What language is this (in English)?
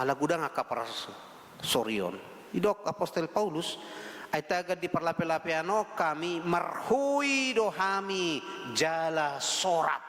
Batak Toba